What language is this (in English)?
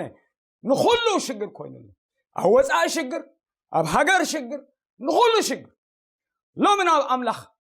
Tigrinya